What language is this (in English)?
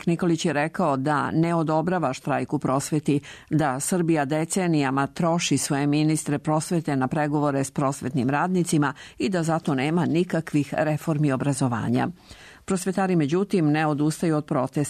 Serbian